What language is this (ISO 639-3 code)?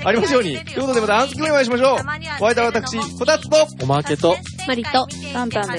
jpn